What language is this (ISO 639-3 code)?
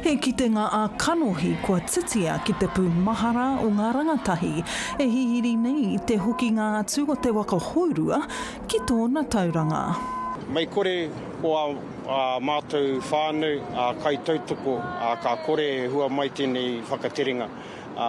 mri